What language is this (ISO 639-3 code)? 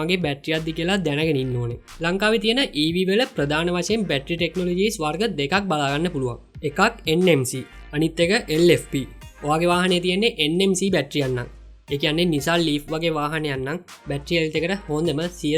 sin